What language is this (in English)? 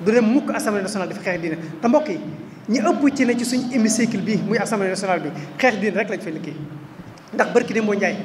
Wolof